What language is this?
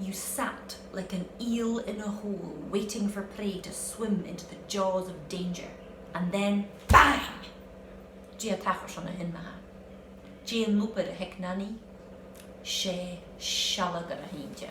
Scottish Gaelic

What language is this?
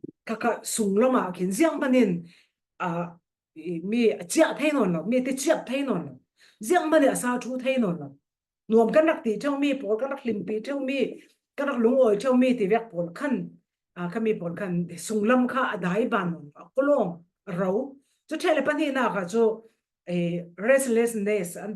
Falam Chin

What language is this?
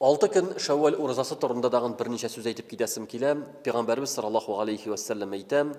Tatar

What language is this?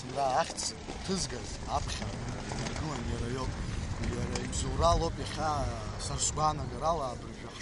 Abkhazian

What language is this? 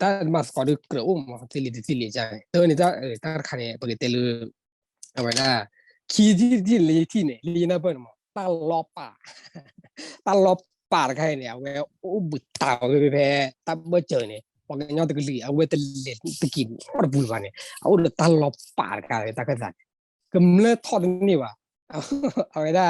S'gaw Karen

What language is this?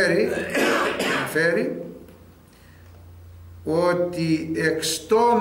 Greek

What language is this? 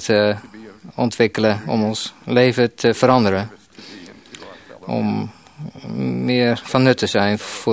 Dutch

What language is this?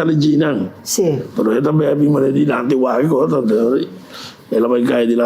Papiamento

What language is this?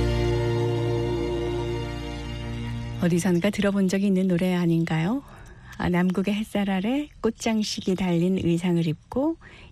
Korean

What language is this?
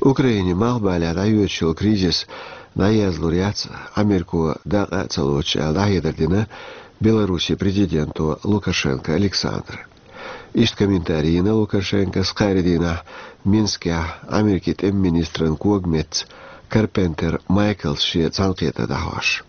Chechen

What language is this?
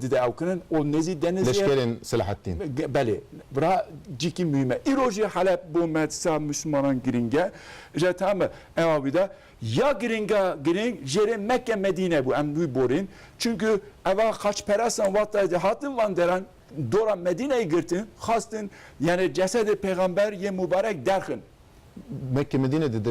Kurdish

